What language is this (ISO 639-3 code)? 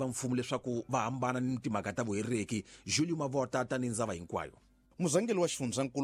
tso